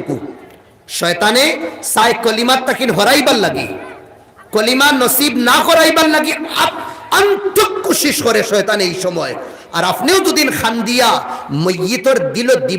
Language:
Sylheti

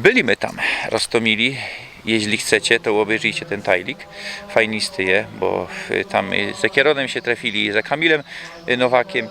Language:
Silesian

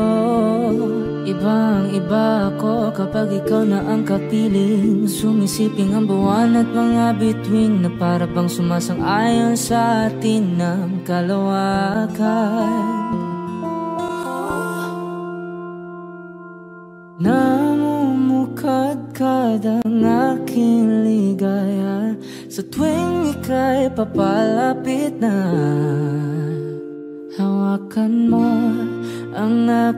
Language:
Filipino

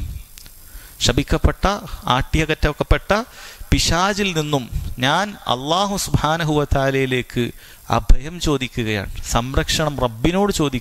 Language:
Malayalam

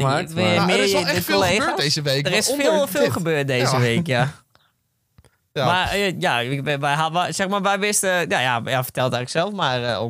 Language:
Dutch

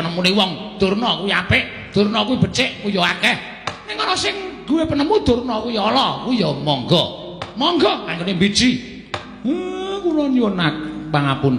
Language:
Javanese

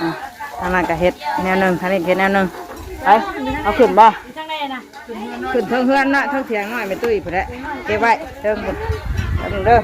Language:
Northeastern Thai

